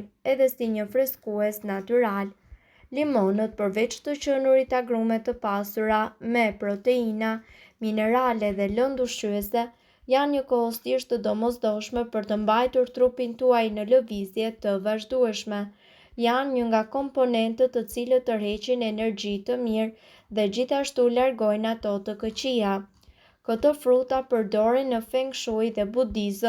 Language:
Albanian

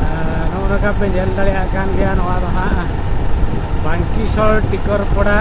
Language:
Santali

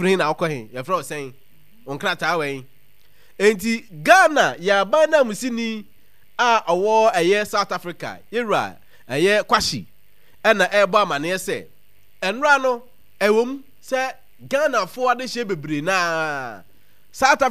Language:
Akan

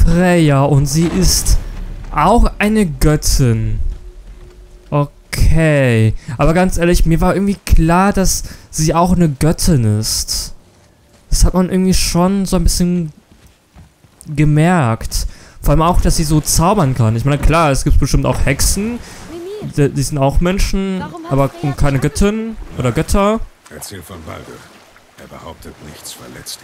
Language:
German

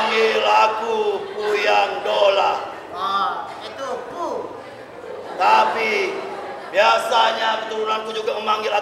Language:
Musi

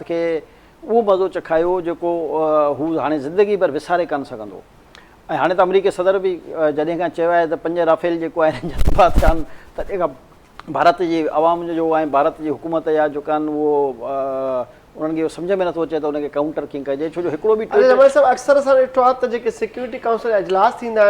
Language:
Sindhi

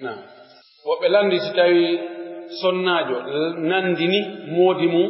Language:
Pular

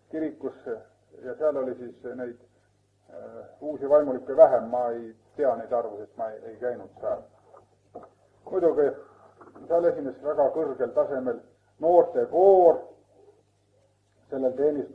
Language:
Estonian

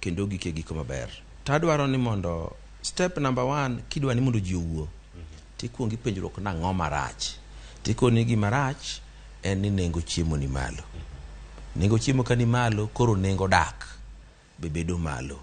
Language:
Luo (Kenya and Tanzania)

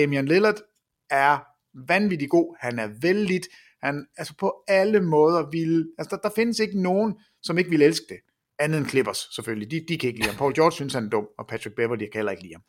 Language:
Danish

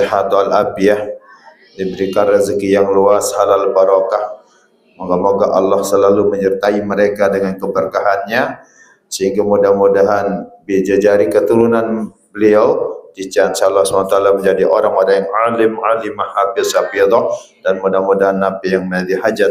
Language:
Sasak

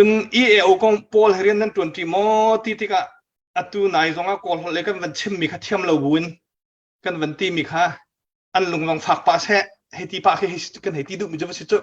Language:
Hakha Chin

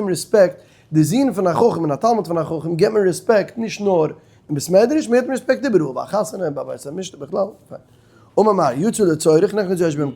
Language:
Yiddish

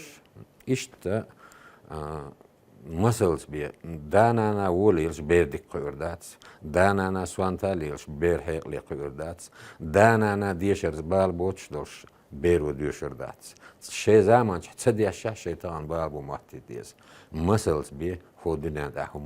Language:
Chechen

